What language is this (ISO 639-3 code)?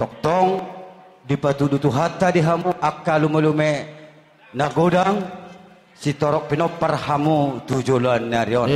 bbc